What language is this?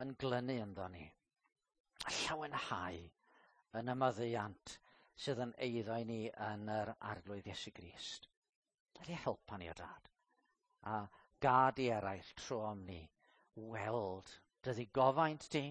Welsh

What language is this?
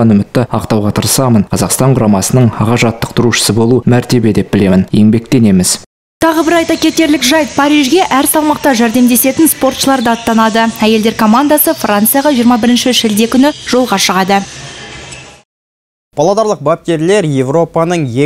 Kazakh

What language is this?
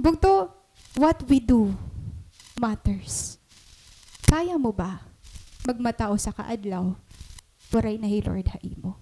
Waray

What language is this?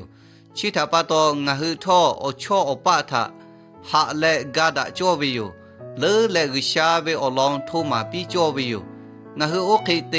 Lahu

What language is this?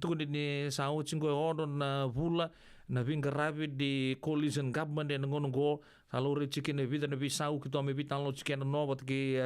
Fijian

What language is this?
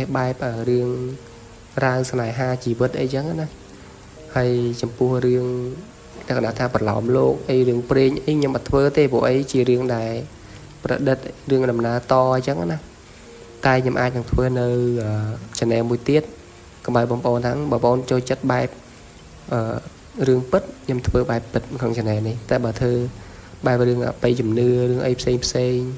Khmer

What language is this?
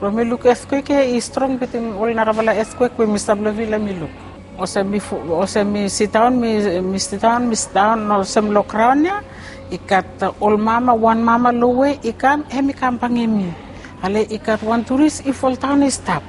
Bislama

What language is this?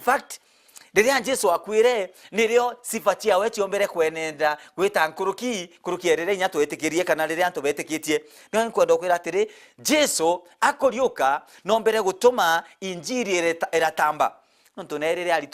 Meru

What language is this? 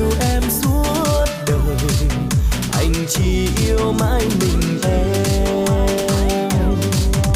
Vietnamese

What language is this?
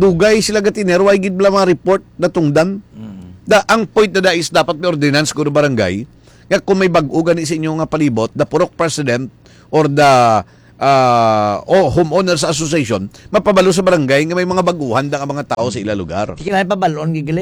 Hiligaynon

